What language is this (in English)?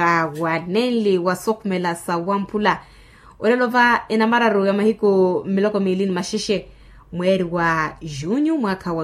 Makhuwa